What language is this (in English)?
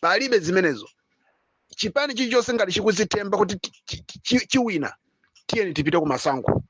Nyanja